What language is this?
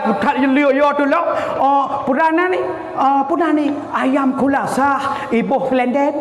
Achinese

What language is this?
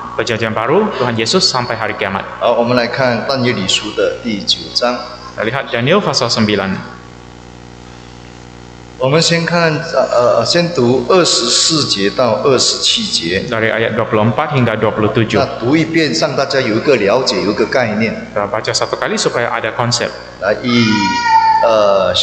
Chinese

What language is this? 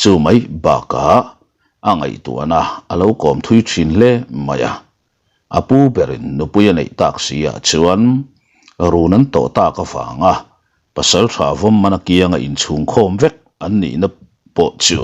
Mizo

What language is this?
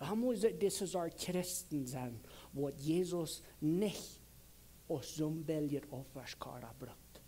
Plautdietsch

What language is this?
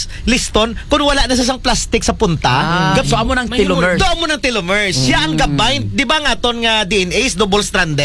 Aklanon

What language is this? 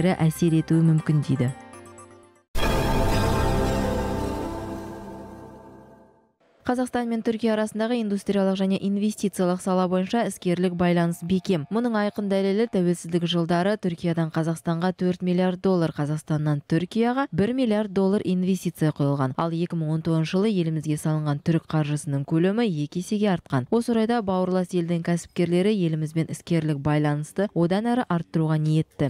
Kazakh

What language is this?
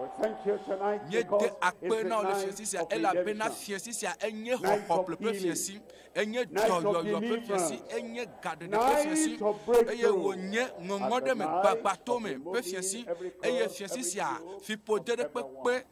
Ewe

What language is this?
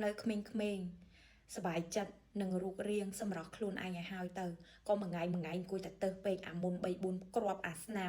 Khmer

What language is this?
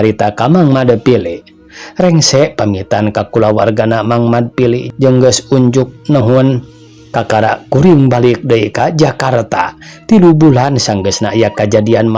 Sundanese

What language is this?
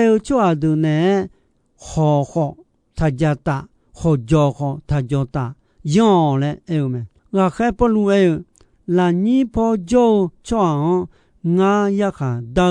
Akha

